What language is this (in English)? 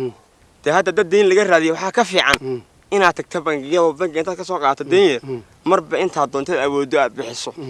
Somali